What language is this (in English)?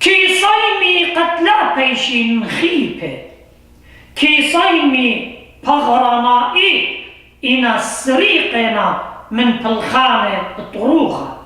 Assyrian Neo-Aramaic